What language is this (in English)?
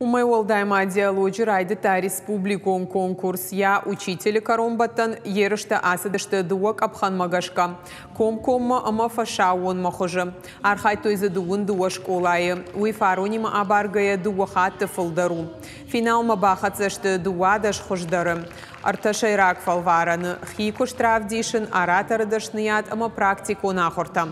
Ossetic